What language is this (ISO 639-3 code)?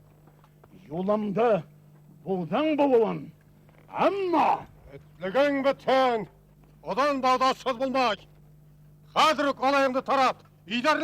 bak